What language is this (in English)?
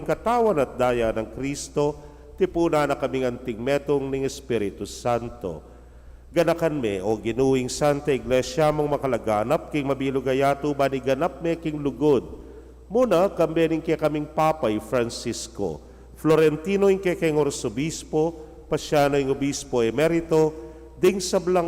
Pampanga